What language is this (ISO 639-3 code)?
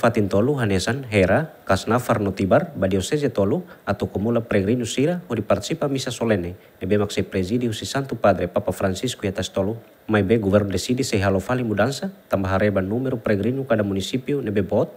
tet